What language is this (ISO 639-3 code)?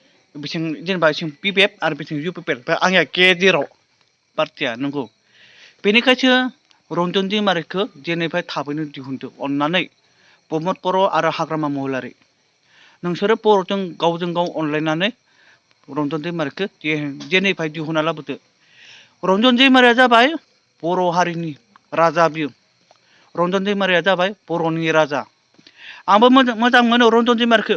brx